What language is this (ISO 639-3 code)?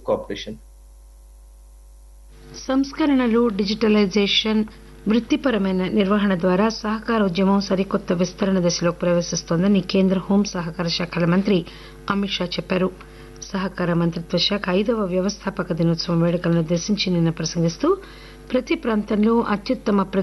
tel